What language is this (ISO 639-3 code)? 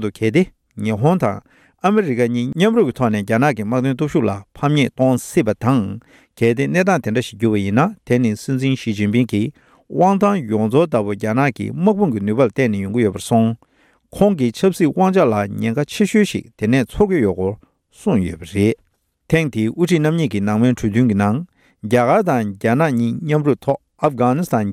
bod